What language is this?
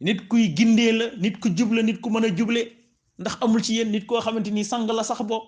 Wolof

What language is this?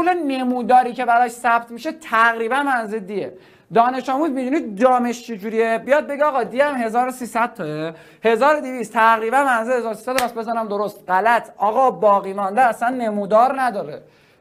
Persian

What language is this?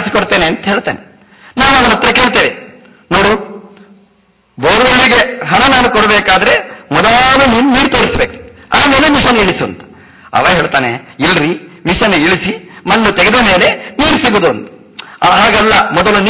Kannada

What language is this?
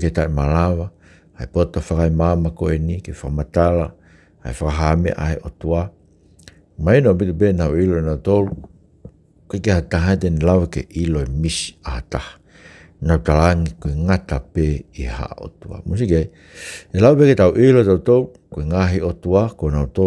Tongan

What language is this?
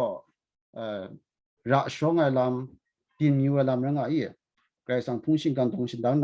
Kachin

